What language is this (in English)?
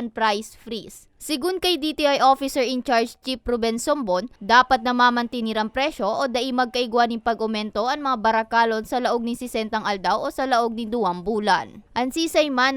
Bikol